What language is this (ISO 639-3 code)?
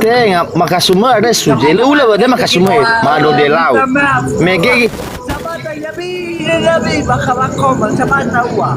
nia